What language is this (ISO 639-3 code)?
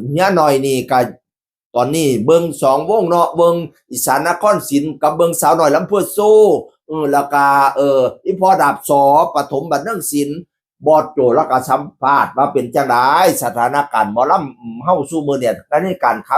tts